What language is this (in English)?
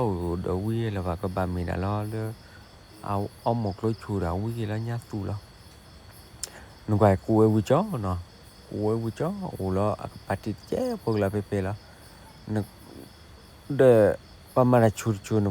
S'gaw Karen